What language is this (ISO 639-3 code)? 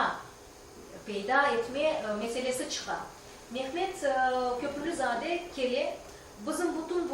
crh